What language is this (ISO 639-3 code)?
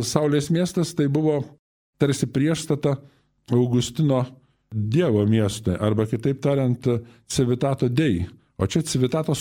lit